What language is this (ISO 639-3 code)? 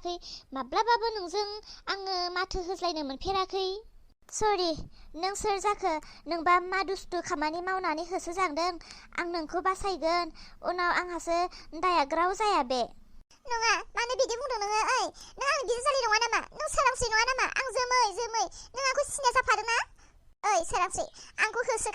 brx